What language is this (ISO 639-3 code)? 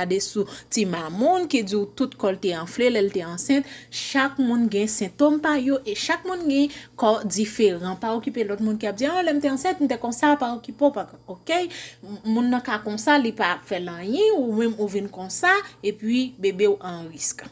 hat